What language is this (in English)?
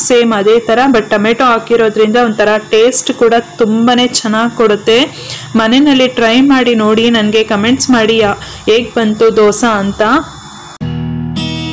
Kannada